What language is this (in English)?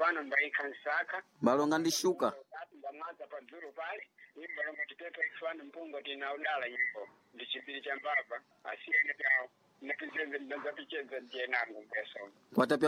Sena